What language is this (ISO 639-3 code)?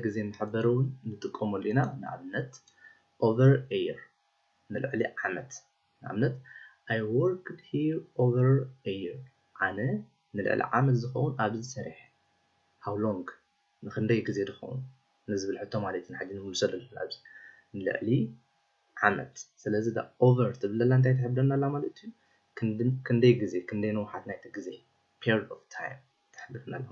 tir